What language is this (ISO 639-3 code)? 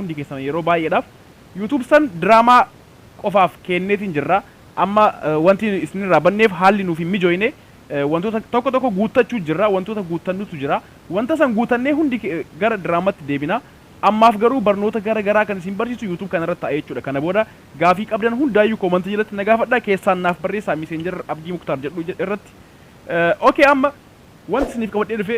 orm